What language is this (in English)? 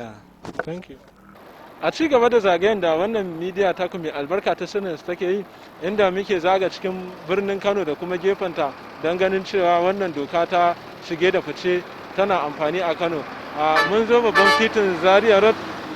Hausa